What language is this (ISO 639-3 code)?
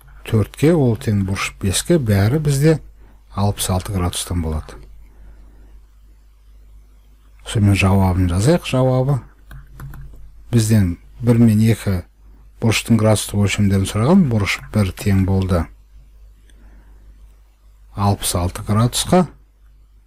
kaz